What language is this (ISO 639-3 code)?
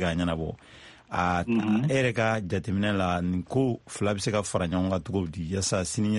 bam